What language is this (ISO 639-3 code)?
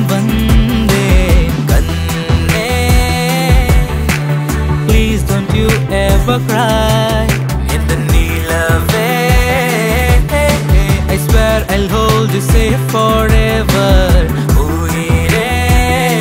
tam